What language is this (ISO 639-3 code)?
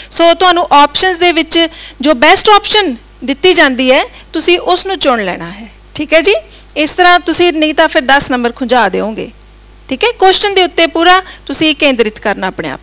pan